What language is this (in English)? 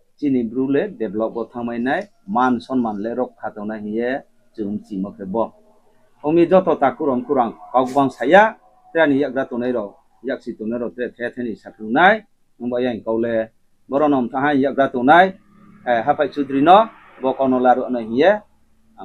Riang (India)